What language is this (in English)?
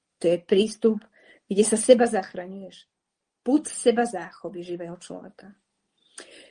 Slovak